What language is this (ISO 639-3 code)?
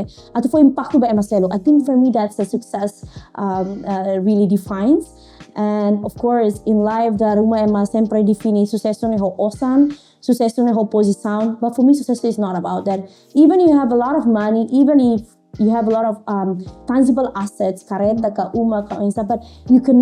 tet